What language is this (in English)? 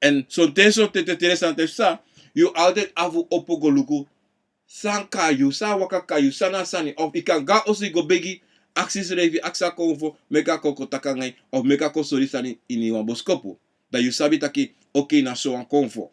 Sranan Tongo